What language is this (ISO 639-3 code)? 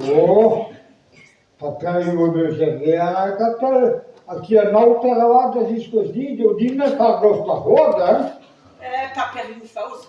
bre